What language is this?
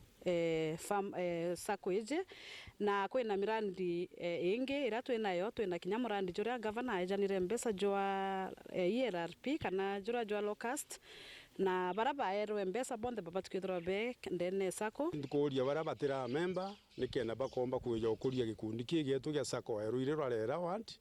Meru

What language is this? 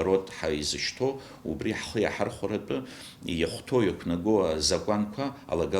Abkhazian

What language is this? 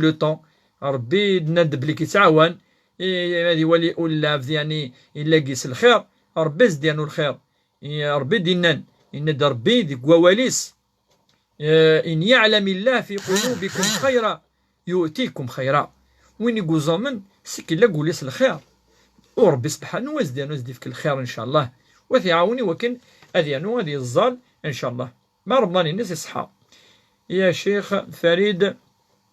Kabyle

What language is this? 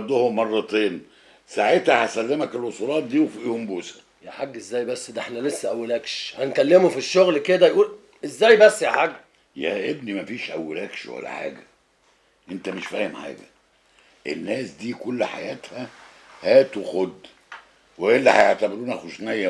Egyptian Arabic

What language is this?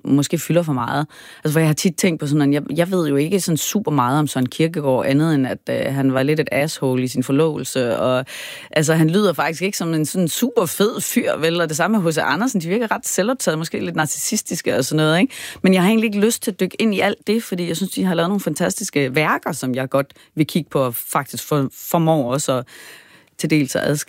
Danish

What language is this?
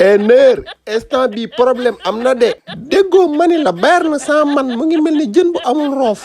Wolof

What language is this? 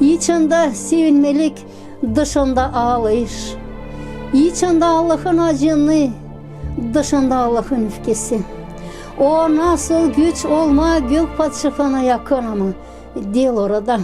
Gagauz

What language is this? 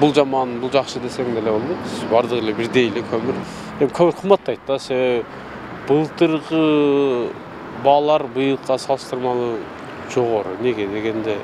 Kyrgyz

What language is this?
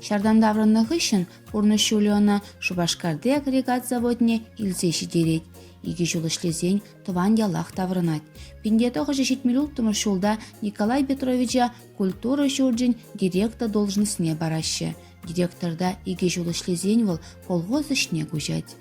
Chuvash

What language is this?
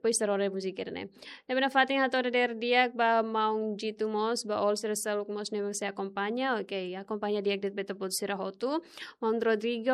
Tetum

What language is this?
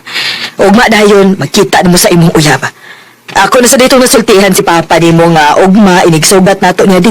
Cebuano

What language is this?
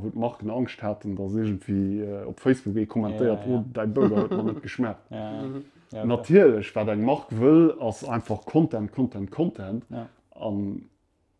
Luxembourgish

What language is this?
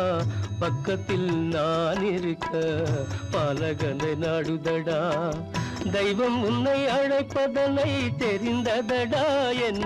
Tamil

